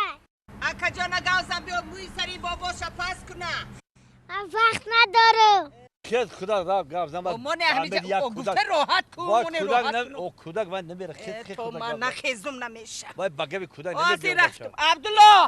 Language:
Tajik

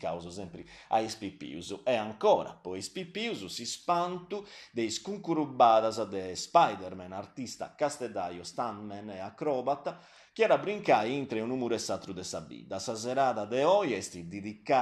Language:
Sardinian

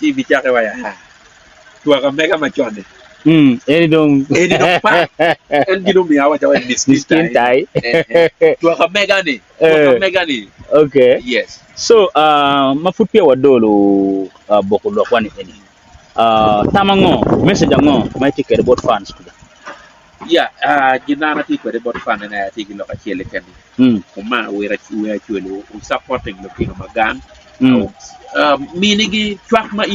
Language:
Acoli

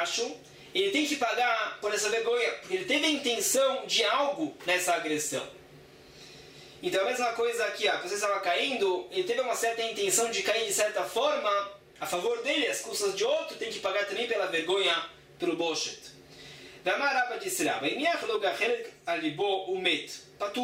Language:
Portuguese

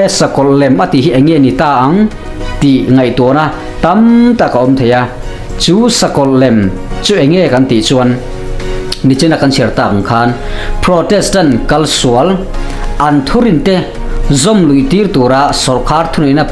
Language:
Mizo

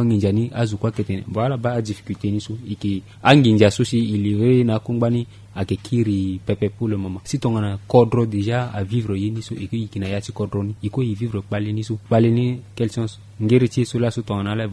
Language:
Sango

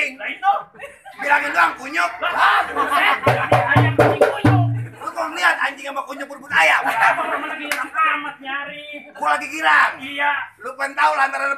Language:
Betawi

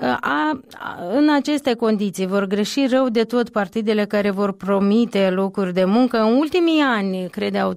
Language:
Romanian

